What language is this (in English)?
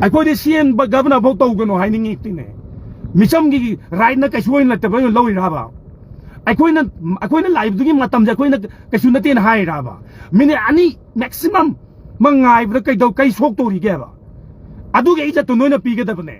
Manipuri